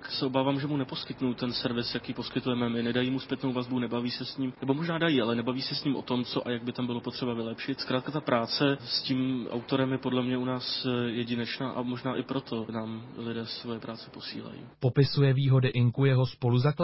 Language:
Czech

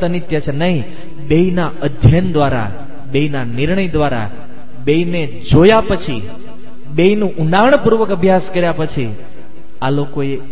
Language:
Gujarati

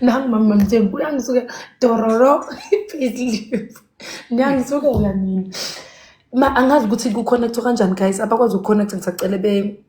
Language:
Zulu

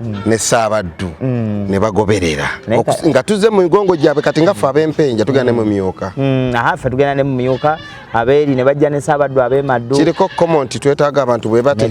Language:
Ganda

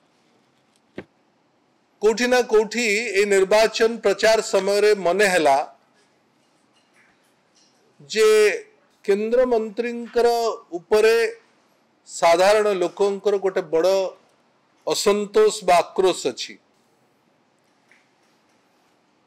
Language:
Odia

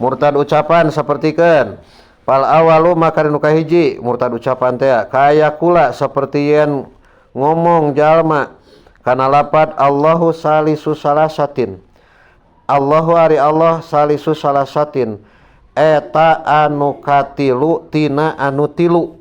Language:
Sundanese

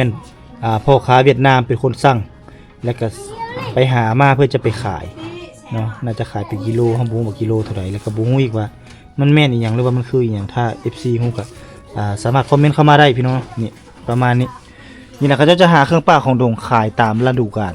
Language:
Lao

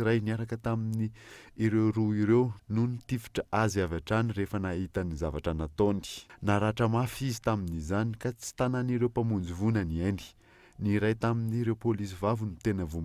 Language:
Malagasy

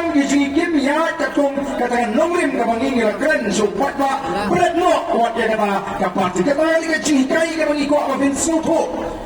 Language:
Khasi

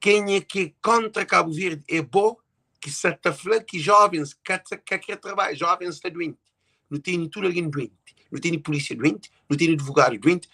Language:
Kabuverdianu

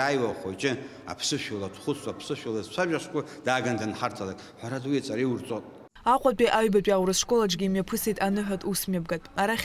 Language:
Abkhazian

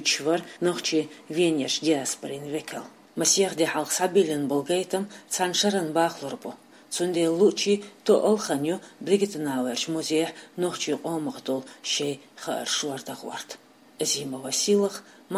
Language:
Chechen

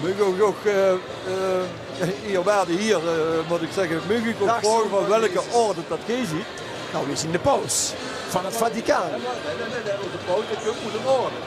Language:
Limburgish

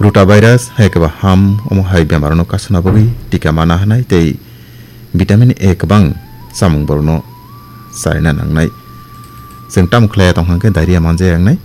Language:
Kok Borok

